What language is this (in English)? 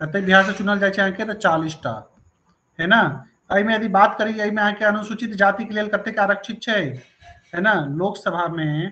Maithili